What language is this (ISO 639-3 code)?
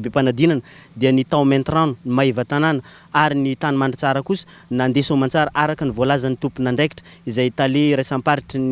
mlg